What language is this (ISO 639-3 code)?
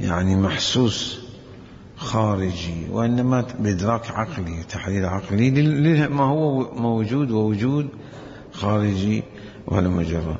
acm